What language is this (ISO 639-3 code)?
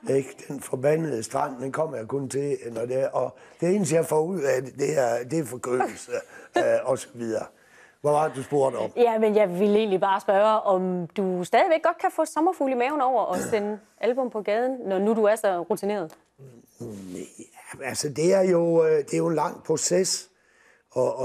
dan